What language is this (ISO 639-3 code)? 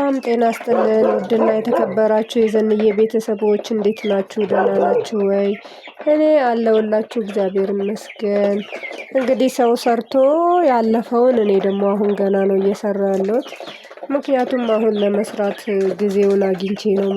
amh